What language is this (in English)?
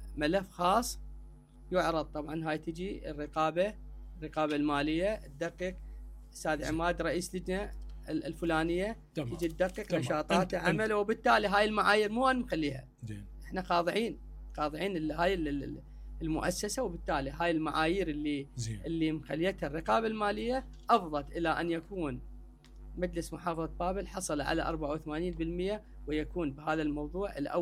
Mesopotamian Arabic